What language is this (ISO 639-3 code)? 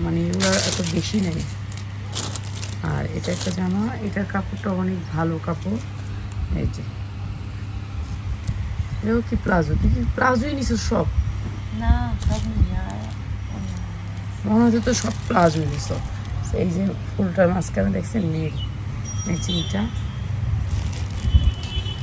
ben